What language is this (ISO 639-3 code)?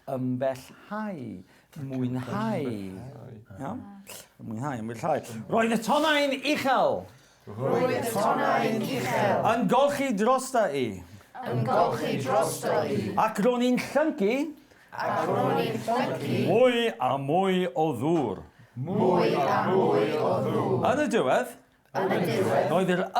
cym